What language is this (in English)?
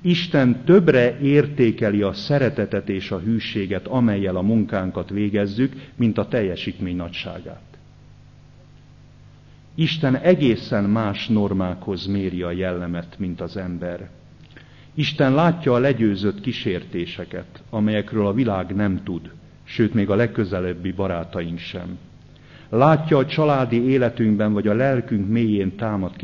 Hungarian